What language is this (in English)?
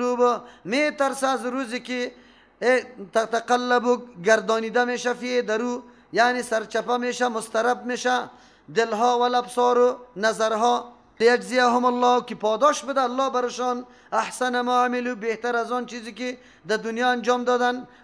Persian